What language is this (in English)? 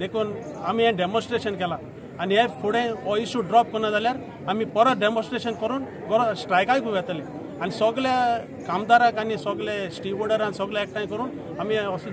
Konkani